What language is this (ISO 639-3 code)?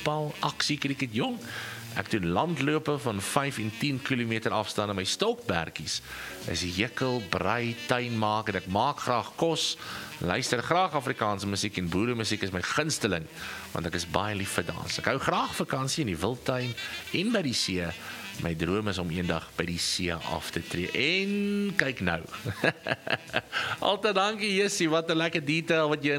afr